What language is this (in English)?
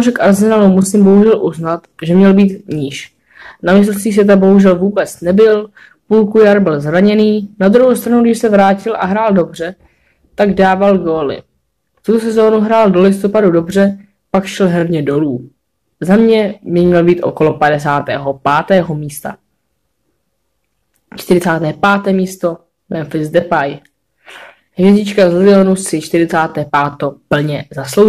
Czech